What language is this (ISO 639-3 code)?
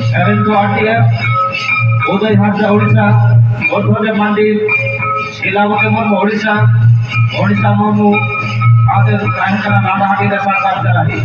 sat